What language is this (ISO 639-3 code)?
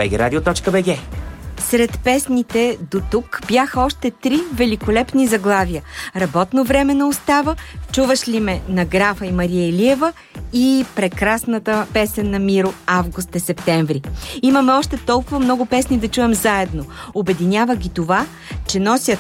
bul